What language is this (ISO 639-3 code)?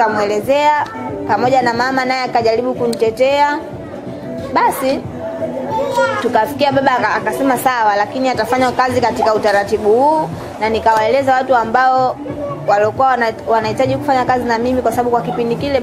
swa